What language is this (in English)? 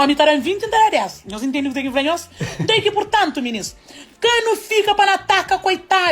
Kabuverdianu